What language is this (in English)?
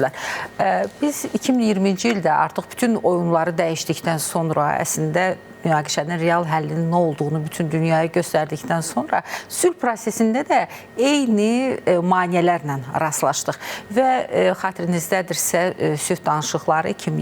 Azerbaijani